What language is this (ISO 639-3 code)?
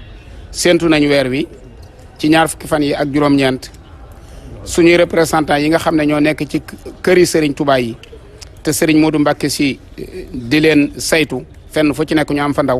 wol